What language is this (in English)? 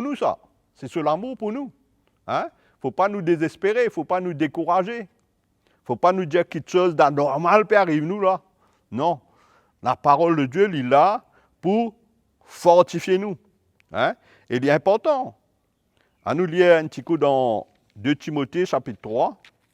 Morisyen